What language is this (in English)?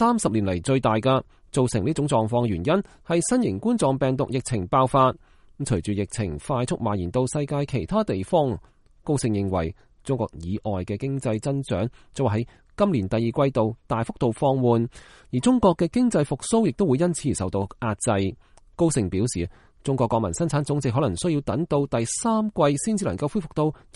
Cantonese